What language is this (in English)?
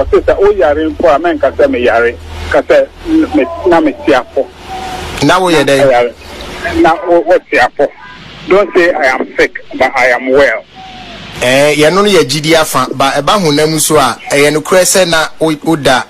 Akan